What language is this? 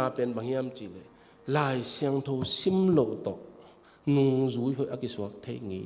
Tedim Chin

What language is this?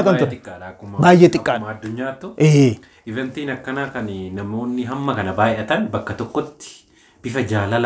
Oromo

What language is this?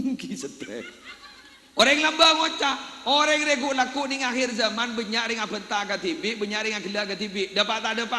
Madurese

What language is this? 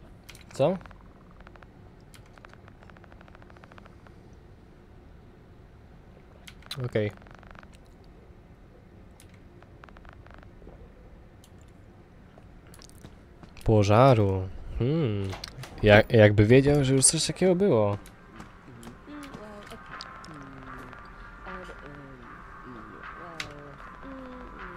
Polish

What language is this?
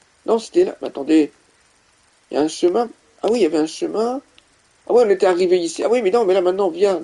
French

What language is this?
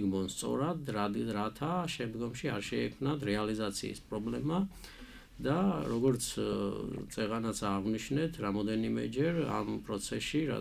Georgian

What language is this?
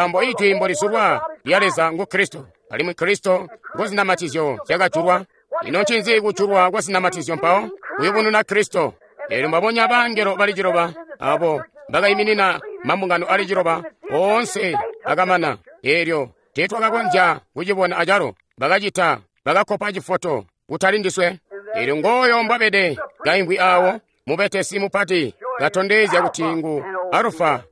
Tonga (Zambia)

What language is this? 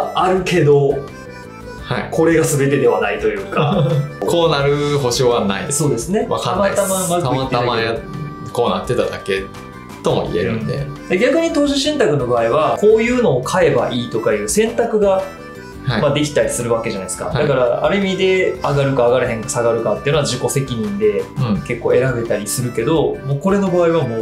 Japanese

